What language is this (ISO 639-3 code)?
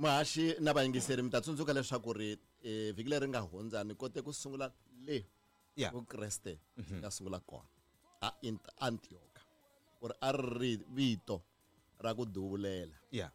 tso